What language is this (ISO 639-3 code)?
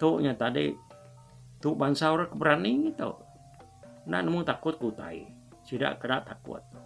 iba